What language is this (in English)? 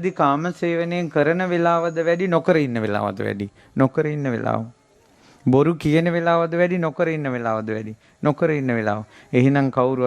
Sinhala